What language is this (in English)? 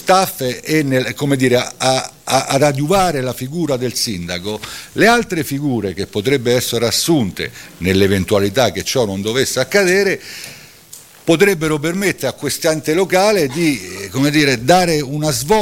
Italian